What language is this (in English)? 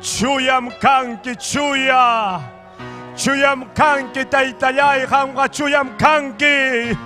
Ayacucho Quechua